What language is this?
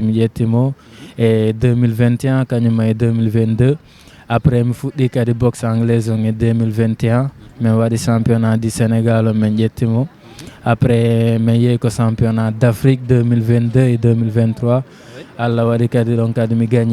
Fula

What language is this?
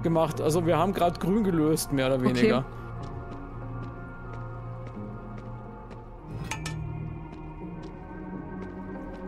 German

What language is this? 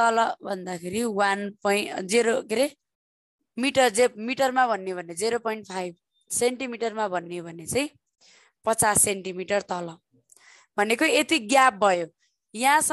Nepali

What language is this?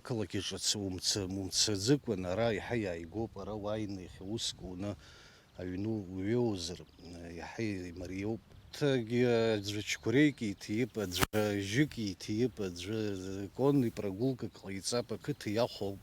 Abkhazian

